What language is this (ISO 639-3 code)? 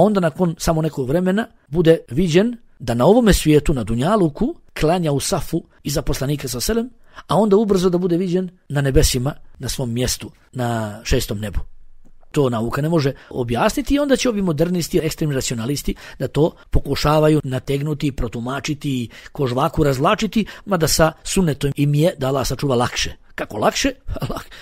bos